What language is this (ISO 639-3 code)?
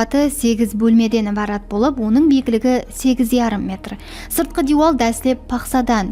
kaa